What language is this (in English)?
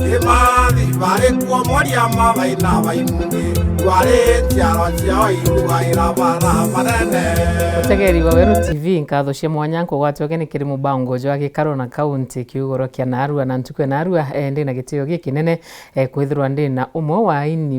Meru